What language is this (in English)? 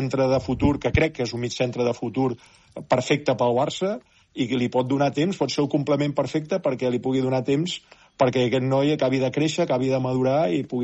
Catalan